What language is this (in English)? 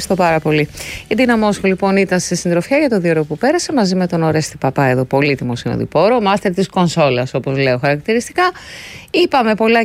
Greek